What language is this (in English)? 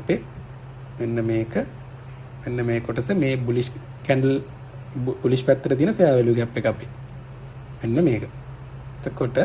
Sinhala